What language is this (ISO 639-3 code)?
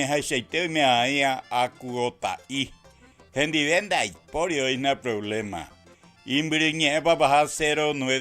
grn